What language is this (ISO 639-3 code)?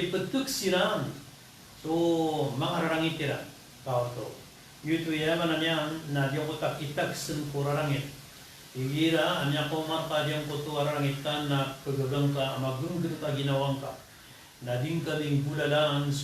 mrw